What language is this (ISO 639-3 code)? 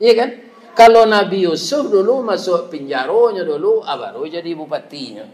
min